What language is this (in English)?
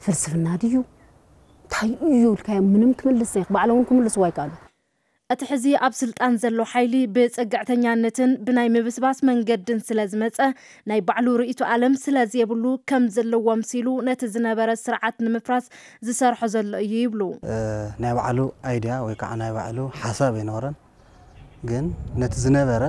Tigrinya